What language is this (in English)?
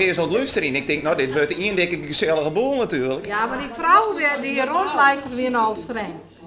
Western Frisian